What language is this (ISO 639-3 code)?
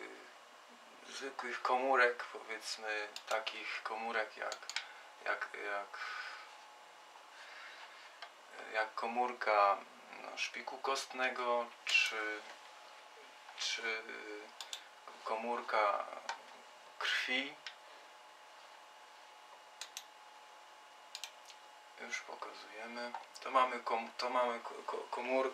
pol